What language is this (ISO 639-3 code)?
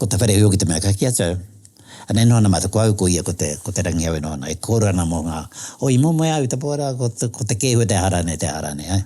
mri